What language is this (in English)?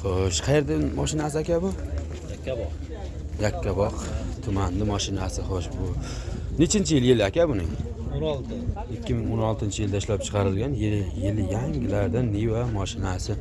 Uzbek